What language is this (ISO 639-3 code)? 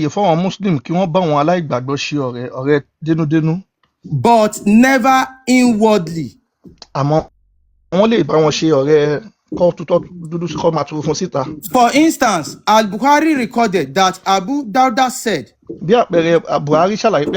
yor